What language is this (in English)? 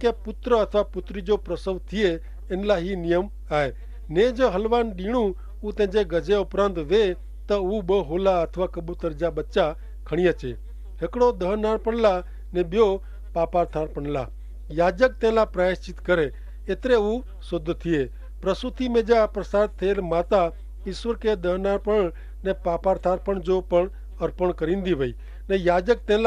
Kachhi